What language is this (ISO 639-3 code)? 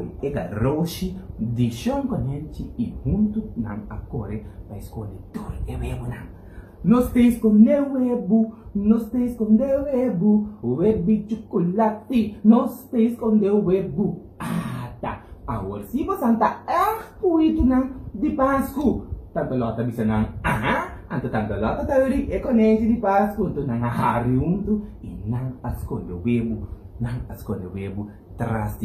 pap